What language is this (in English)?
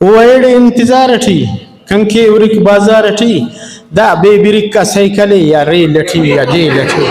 Brahui